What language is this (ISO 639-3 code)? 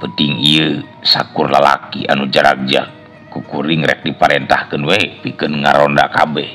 sun